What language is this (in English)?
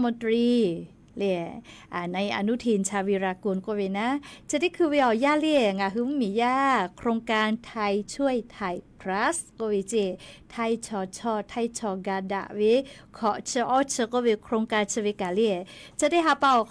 Lahu